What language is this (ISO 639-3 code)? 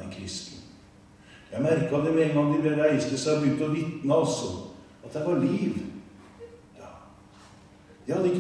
nor